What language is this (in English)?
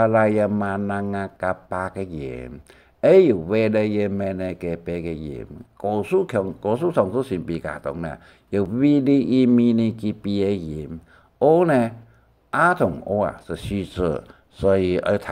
Hakka Chinese